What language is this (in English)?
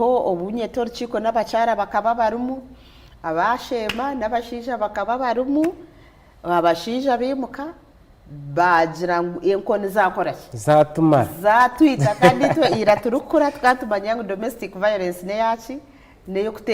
Nyankole